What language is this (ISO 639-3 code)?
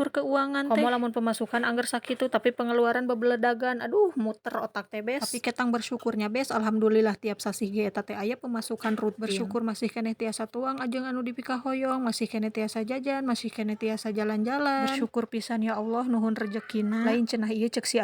sun